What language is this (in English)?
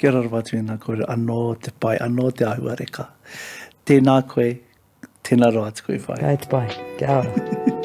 Māori